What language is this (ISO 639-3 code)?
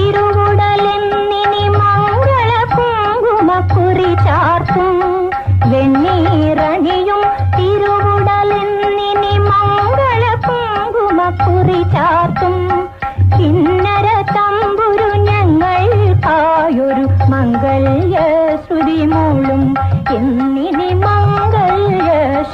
mal